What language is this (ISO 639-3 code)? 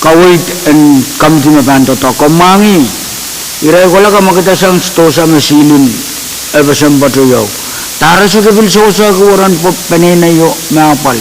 pon